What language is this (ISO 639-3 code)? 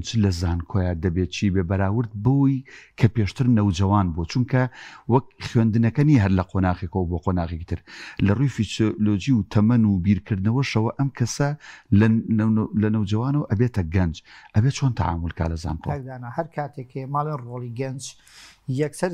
ckb